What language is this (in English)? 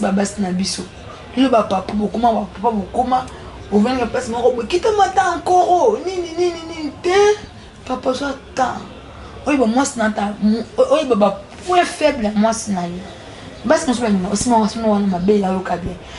Lingala